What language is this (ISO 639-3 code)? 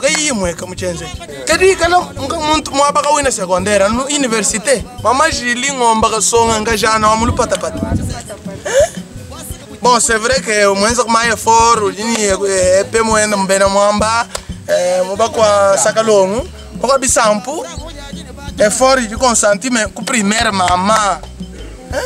lua